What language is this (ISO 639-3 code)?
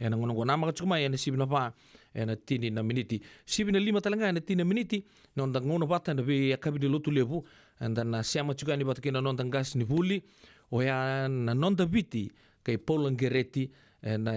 fij